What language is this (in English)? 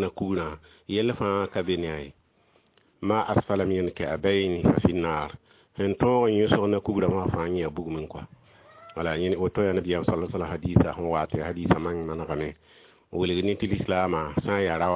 Mossi